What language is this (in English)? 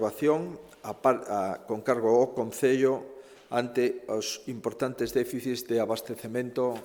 Galician